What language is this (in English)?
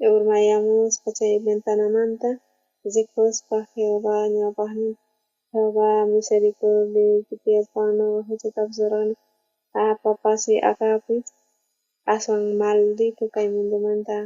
South Bolivian Quechua